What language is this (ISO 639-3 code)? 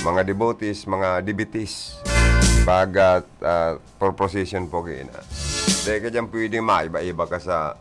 bik